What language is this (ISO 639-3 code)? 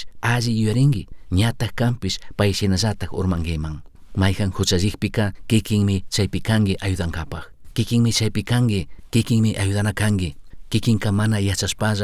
qug